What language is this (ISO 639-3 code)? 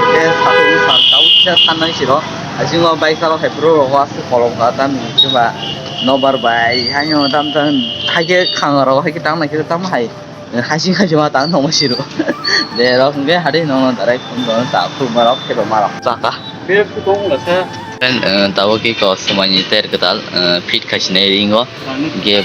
trp